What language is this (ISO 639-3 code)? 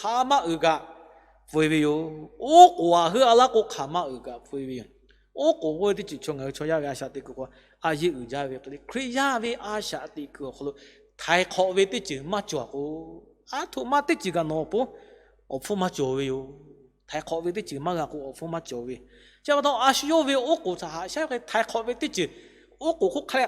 lhu